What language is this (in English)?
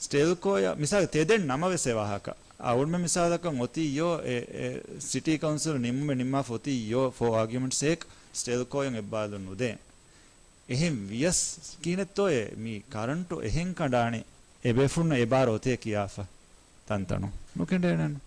Divehi